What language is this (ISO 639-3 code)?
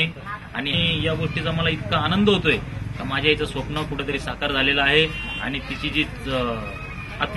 mar